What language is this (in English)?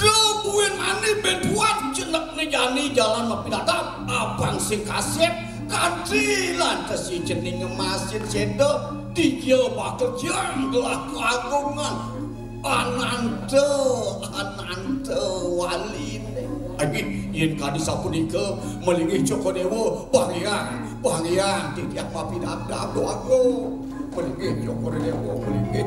Balinese